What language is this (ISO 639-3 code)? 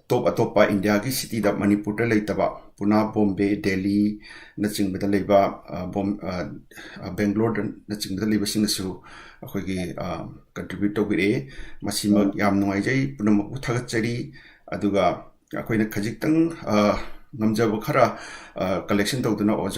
mni